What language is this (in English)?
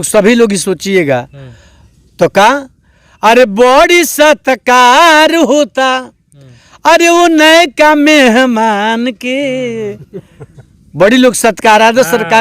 Bhojpuri